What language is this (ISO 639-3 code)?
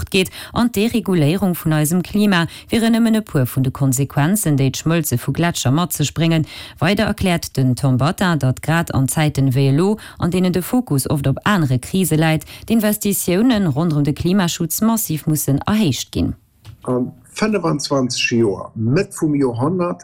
ltz